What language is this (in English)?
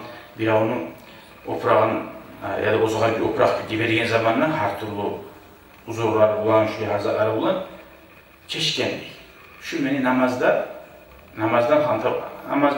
Kumyk